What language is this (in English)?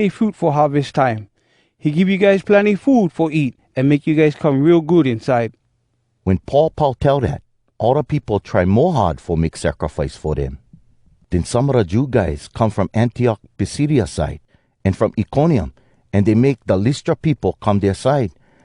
Hawai'i Creole English